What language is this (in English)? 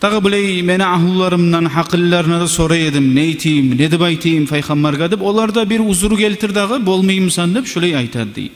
Kumyk